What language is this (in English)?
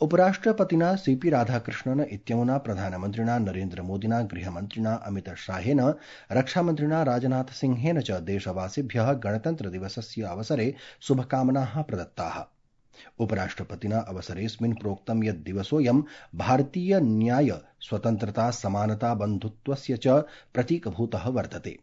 Sanskrit